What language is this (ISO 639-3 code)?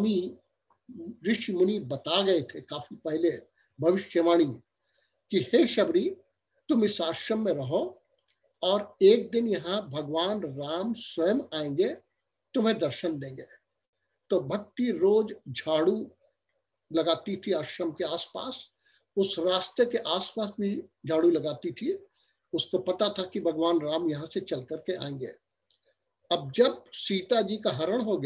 hin